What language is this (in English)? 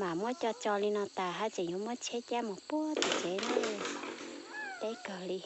Hmong